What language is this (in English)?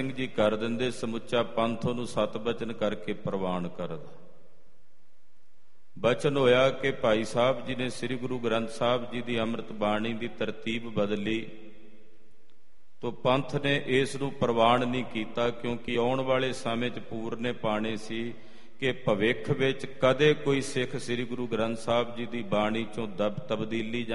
Punjabi